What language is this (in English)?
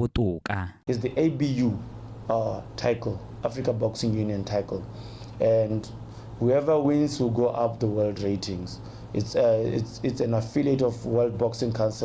Tswana